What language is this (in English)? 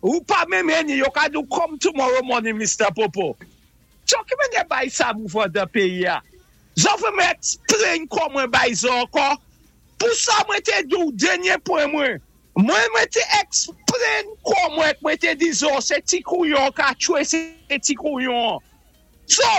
Saint Lucian Creole French